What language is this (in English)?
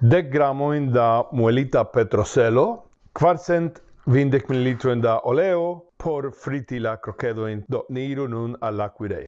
Esperanto